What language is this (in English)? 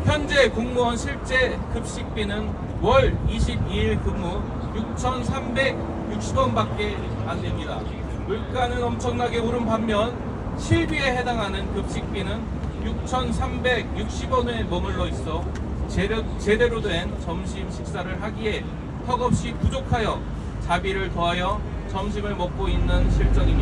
Korean